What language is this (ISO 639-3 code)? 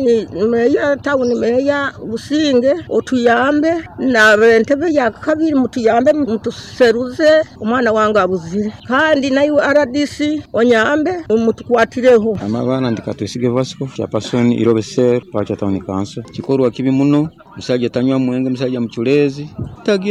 nyo